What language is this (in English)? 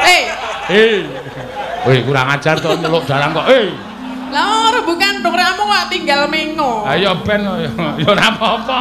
Javanese